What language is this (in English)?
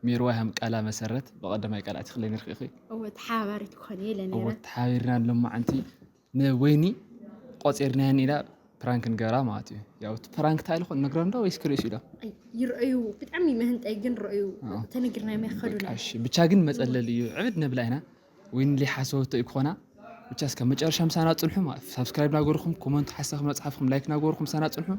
Tigrinya